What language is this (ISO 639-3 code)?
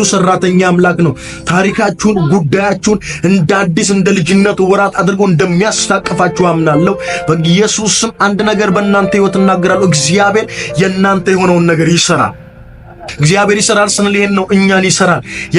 amh